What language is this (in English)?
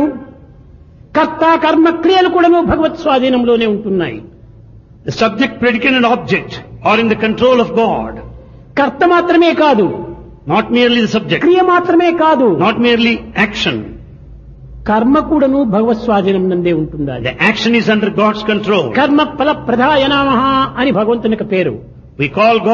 Telugu